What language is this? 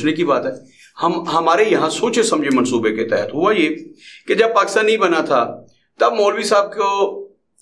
Urdu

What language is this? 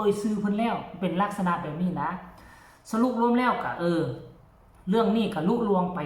Northeastern Thai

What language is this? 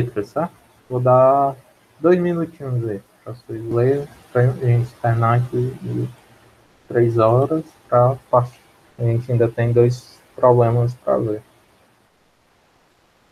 Portuguese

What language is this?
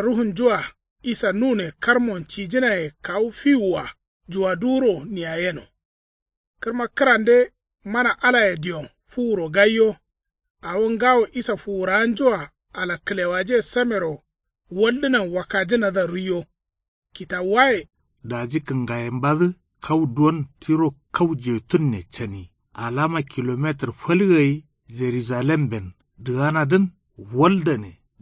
Kanuri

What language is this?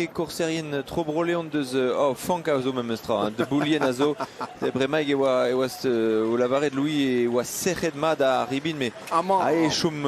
Breton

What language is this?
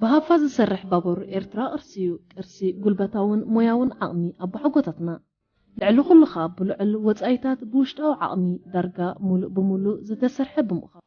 Tigrinya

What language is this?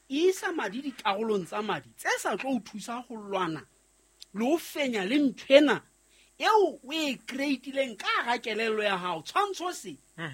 Southern Sotho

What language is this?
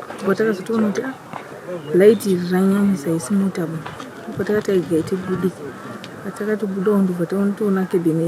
Shona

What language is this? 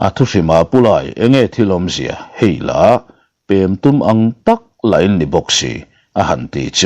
Mizo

